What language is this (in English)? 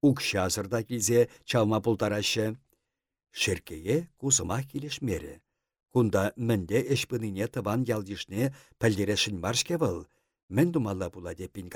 Chuvash